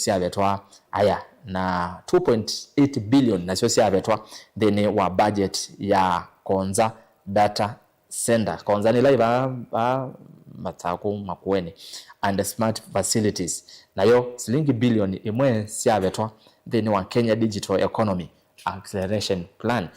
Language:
Kamba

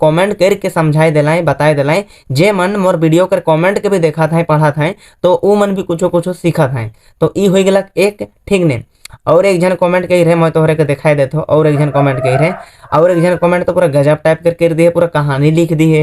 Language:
Sadri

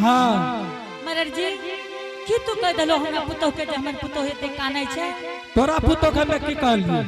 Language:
Angika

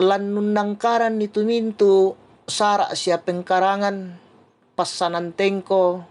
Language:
Toraja-Sa'dan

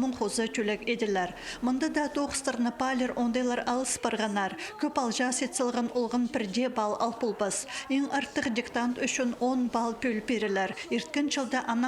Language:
Khakas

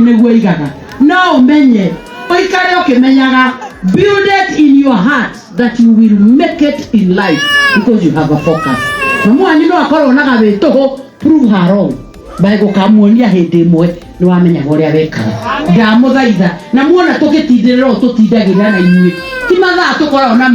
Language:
Kikuyu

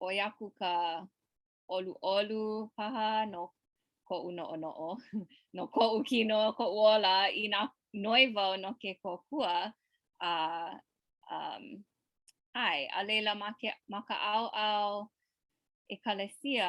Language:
Hawaiian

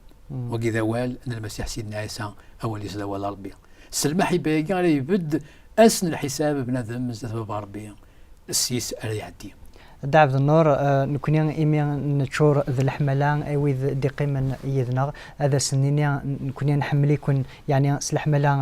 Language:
Kabyle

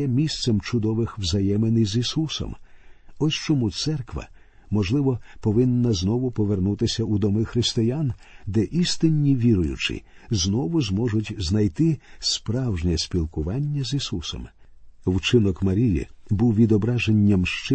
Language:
Ukrainian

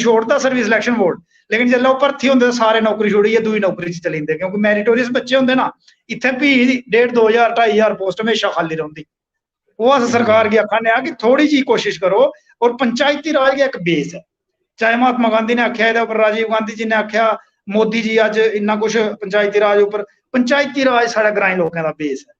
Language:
Dogri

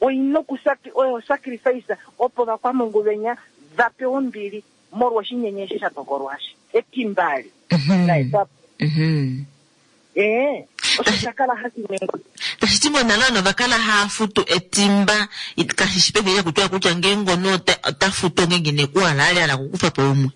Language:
Kuanyama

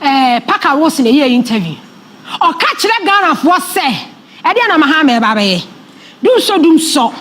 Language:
Akan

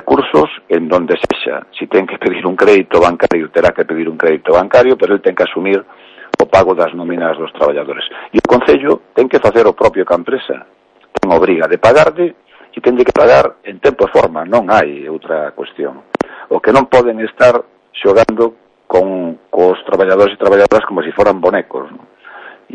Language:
Galician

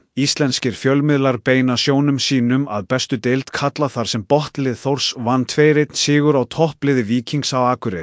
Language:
Icelandic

